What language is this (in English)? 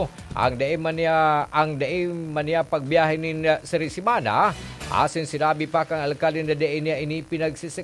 Bikol